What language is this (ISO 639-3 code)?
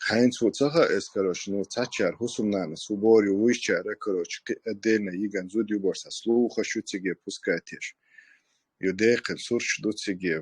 che